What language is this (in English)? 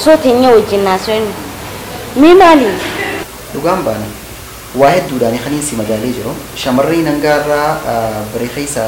Oromo